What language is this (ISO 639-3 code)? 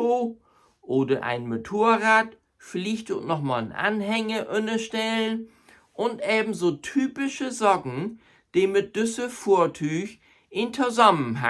nds